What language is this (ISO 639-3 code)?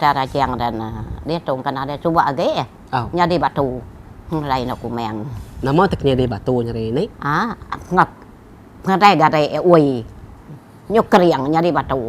iba